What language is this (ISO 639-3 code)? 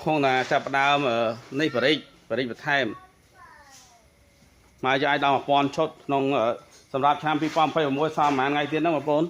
khm